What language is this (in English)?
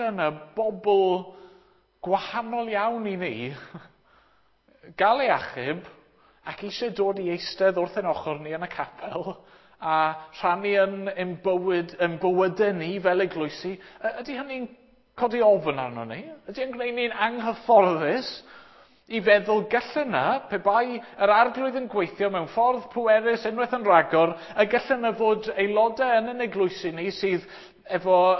Welsh